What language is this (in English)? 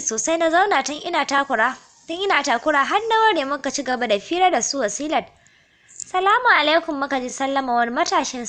Hausa